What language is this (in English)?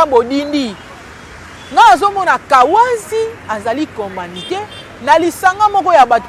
Lingala